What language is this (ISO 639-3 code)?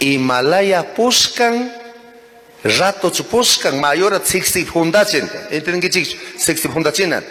qug